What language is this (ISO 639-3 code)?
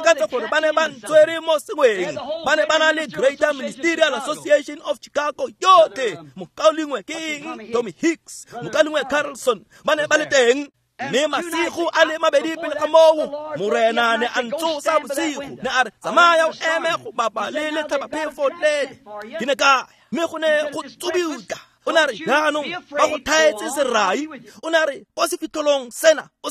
tsn